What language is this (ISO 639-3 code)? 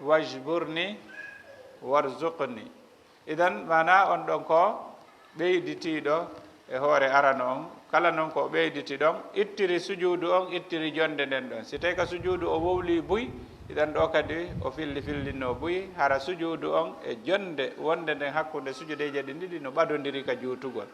ful